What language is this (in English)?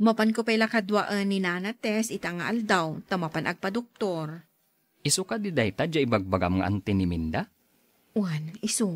Iloko